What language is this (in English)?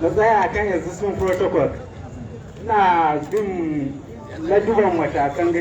Hausa